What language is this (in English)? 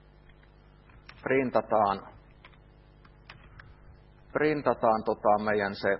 Finnish